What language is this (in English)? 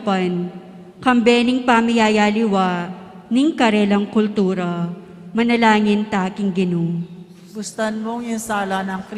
Pampanga